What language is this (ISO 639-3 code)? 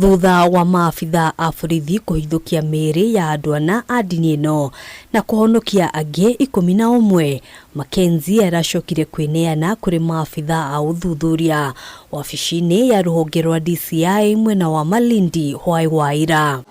kik